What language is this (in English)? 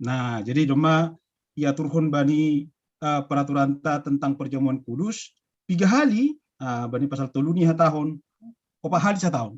Batak Simalungun